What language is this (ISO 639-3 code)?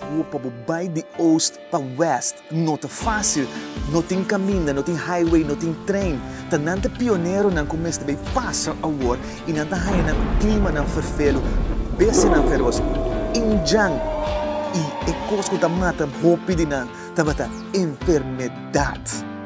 pap